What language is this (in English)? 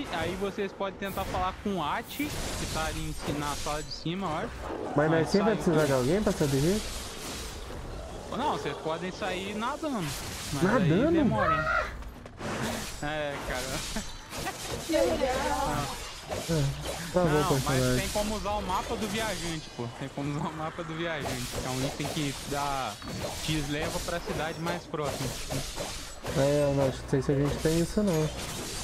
Portuguese